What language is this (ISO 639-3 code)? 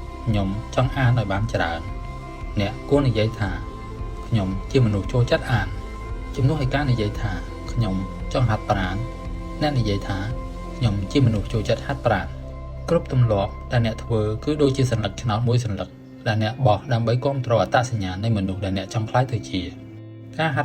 khm